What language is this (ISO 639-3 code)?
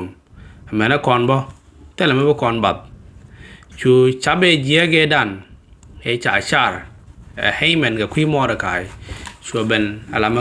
nus